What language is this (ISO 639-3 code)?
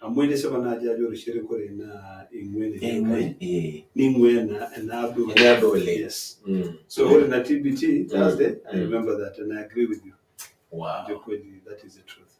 mas